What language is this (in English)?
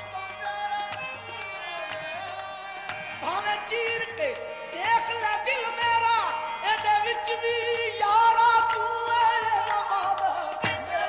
Punjabi